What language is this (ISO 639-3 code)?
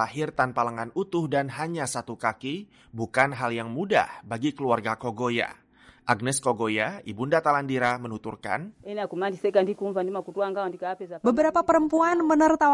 ind